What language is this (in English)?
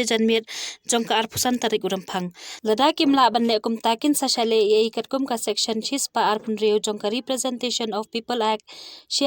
Khasi